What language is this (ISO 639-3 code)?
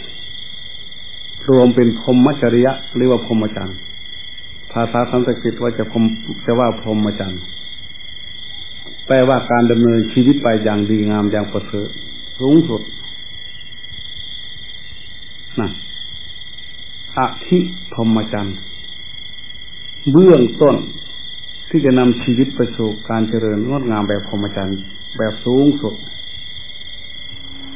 tha